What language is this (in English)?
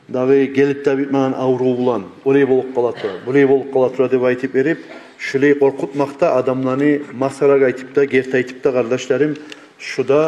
Kumyk